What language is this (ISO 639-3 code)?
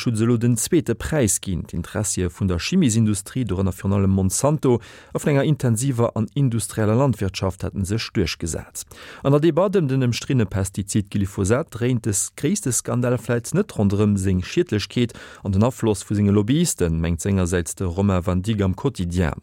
ltz